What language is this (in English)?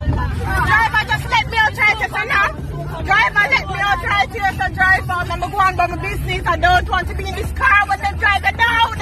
Jamaican Creole English